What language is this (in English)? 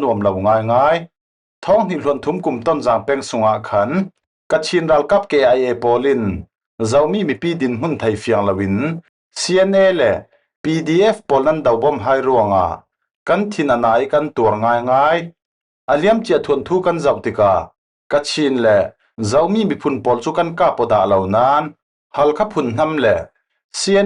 Falam Chin